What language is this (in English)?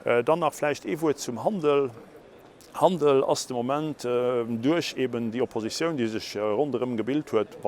Luxembourgish